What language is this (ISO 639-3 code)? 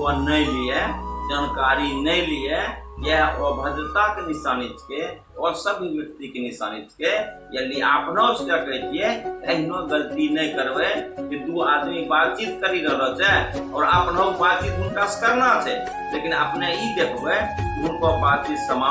anp